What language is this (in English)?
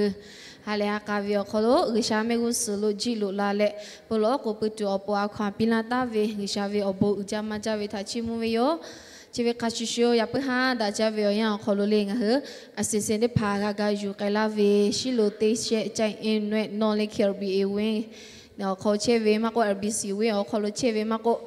Lahu